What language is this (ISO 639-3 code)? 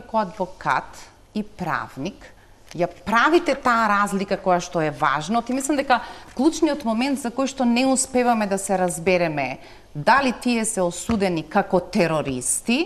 mkd